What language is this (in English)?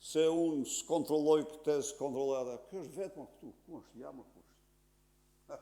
Albanian